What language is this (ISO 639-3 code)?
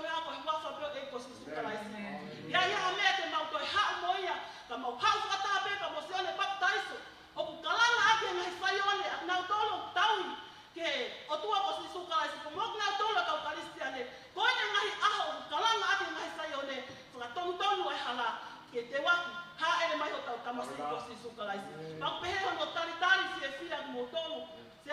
ton